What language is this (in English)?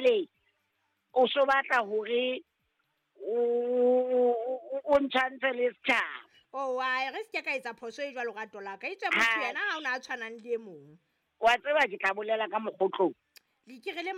Southern Sotho